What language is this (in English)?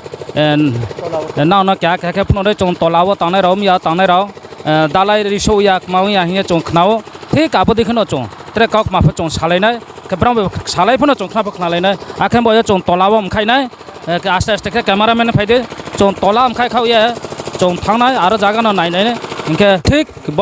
Riang (India)